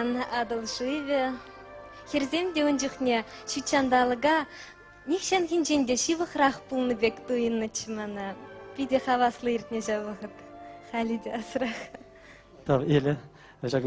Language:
Chuvash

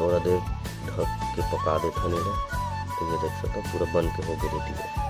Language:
Chhattisgarhi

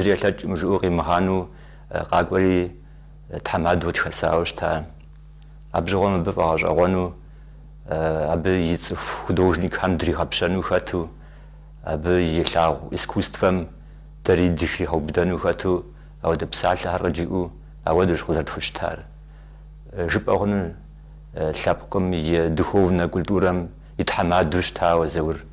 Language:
Kabardian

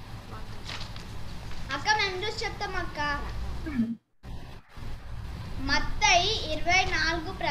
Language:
Telugu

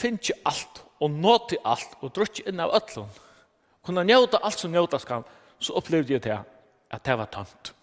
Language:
Faroese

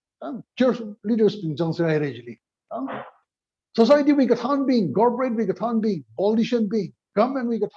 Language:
Tangkhul Naga (India)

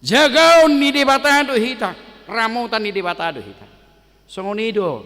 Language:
Batak Toba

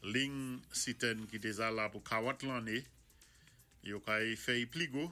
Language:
Saint Lucian Creole French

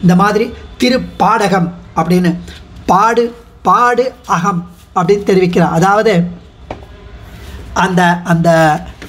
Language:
Tamil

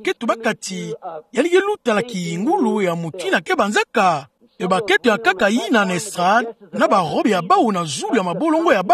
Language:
Kituba (Democratic Republic of Congo)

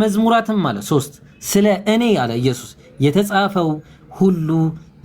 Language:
Amharic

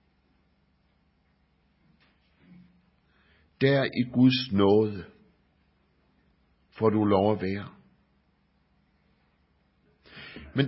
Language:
Danish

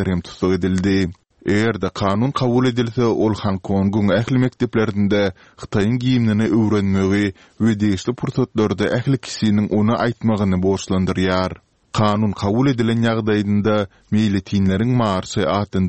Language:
Turkmen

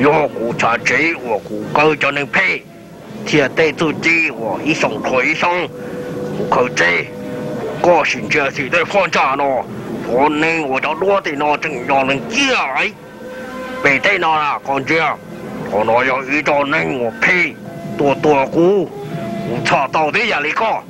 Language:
Hmong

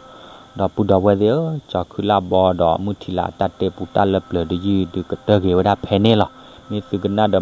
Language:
S'gaw Karen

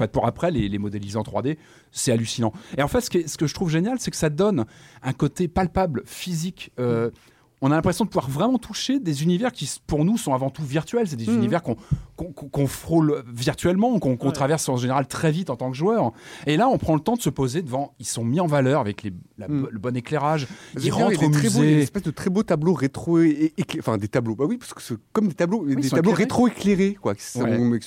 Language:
French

